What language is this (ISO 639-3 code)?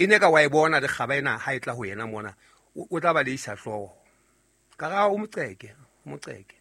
sot